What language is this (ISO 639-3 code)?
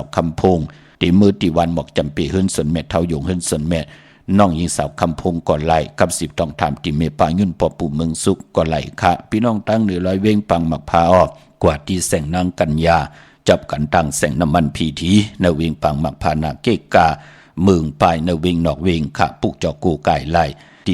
shn